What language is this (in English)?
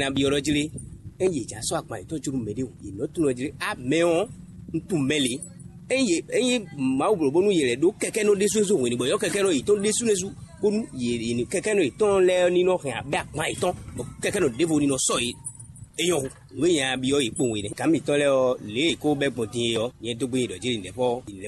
Fon